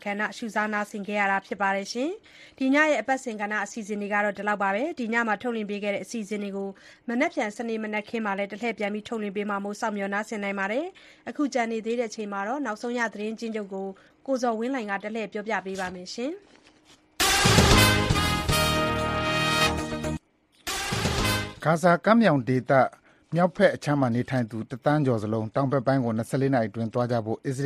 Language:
Burmese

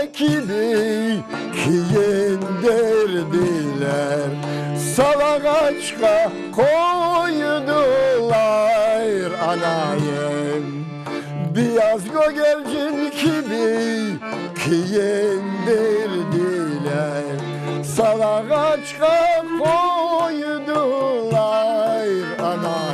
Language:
Crimean Tatar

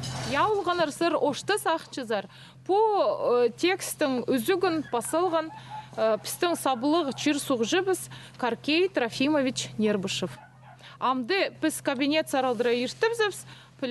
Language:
Khakas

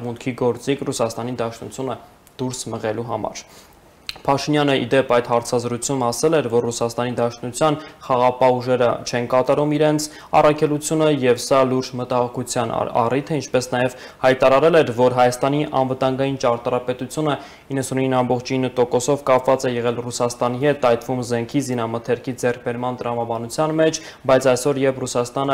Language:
Armenian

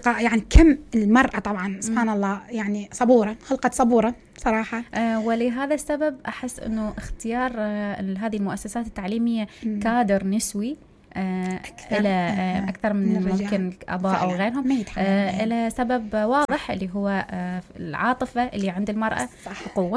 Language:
Mesopotamian Arabic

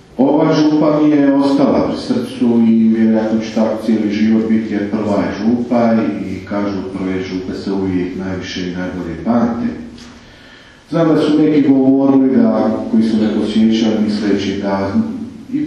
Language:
Croatian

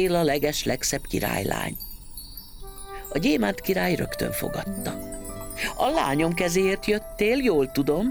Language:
Hungarian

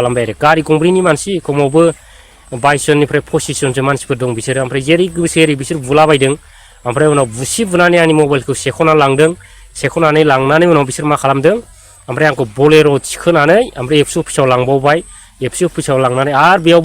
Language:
Bodo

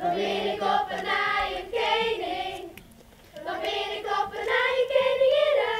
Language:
Western Frisian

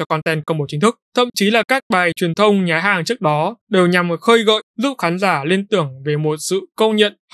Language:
Vietnamese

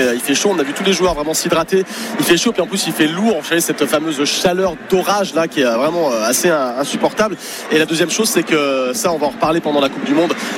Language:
French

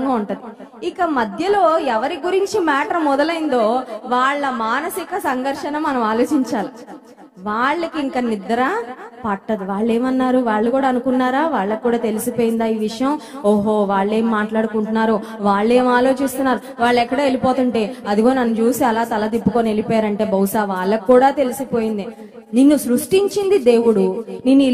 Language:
Telugu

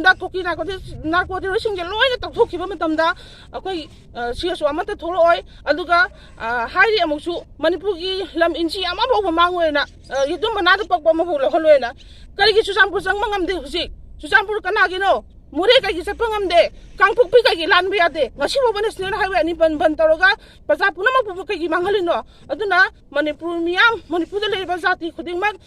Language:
Manipuri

